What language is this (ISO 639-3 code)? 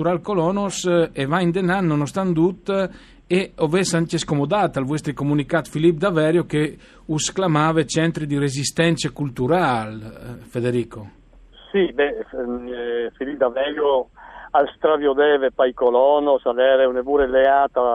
fur